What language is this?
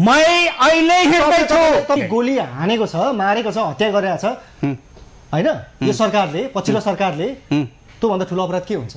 Nepali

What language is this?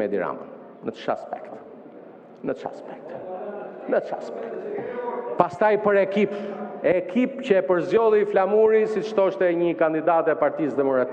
Albanian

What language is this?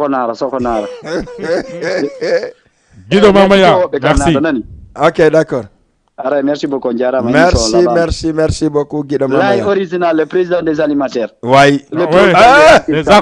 Fula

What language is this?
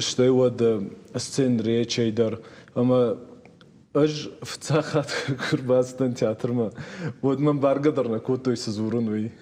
Ossetic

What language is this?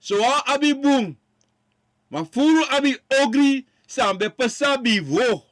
Sranan Tongo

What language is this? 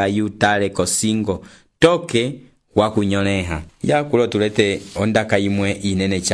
Umbundu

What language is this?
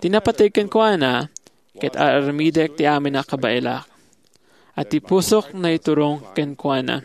Iloko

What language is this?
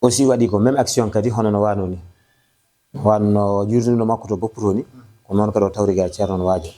Fula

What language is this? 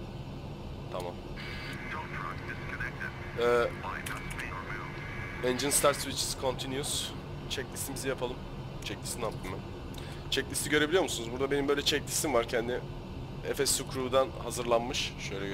Turkish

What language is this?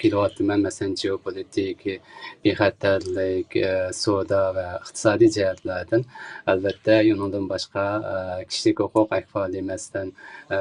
Uyghur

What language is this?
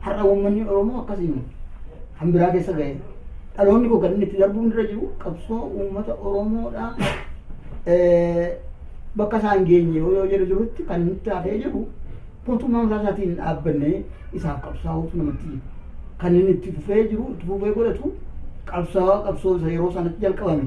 Oromo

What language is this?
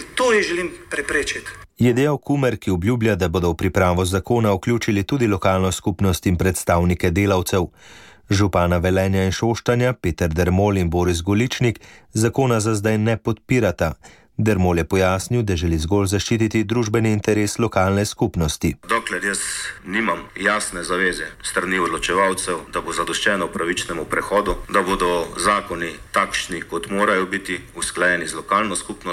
Slovenian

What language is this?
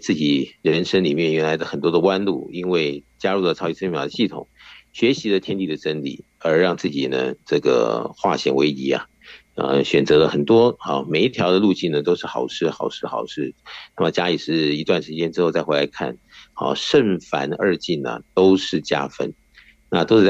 Chinese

